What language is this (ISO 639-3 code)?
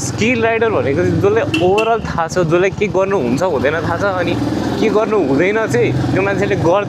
nep